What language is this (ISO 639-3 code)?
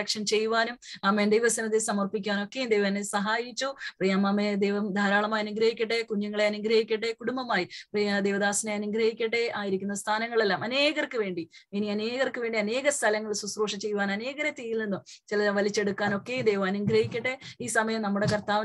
mal